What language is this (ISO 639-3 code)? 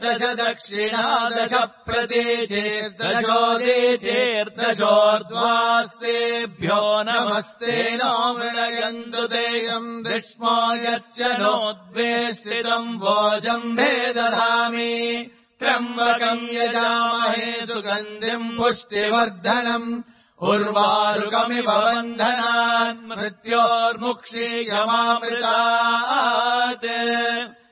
san